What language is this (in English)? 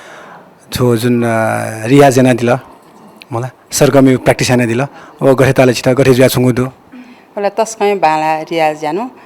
Newari